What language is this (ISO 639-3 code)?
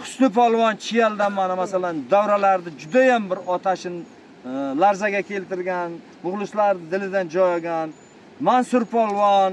uzb